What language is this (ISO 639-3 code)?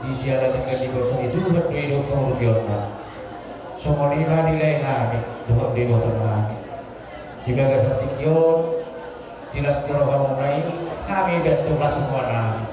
bbc